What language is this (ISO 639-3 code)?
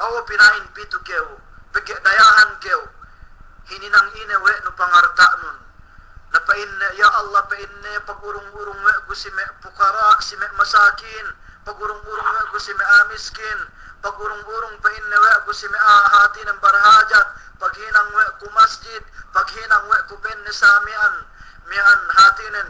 yka